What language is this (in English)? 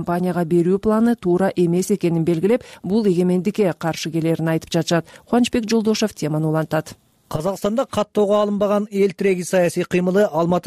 Kyrgyz